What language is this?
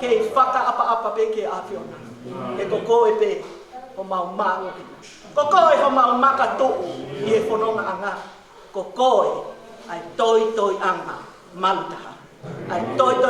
Tongan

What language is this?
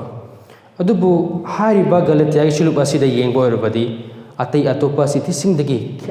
Manipuri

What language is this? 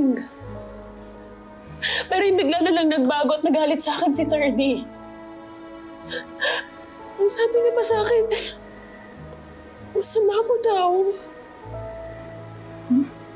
Filipino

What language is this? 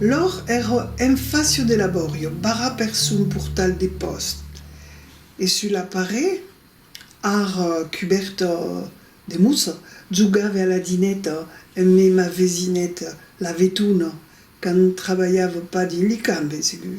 Occitan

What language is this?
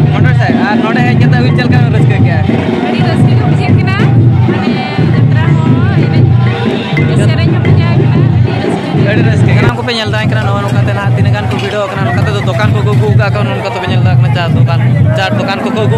Santali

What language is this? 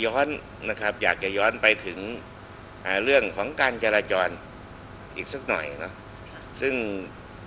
Thai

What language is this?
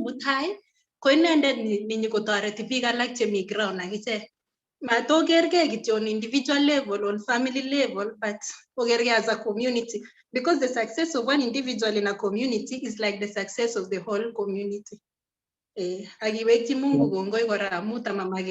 Kalenjin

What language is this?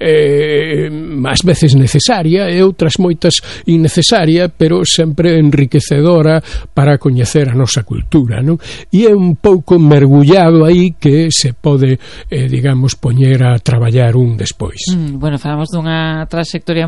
Galician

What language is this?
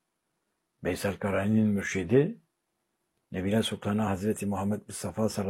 Turkish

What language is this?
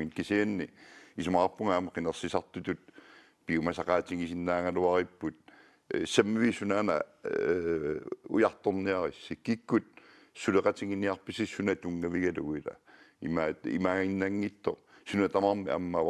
Kalaallisut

